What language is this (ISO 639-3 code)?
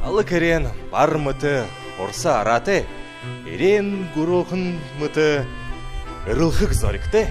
bua